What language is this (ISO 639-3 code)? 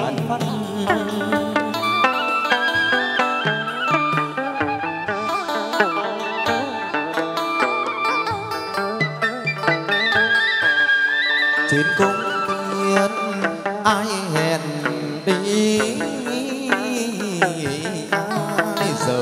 vie